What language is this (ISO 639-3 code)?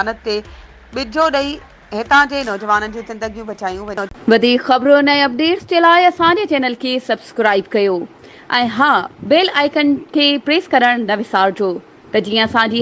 snd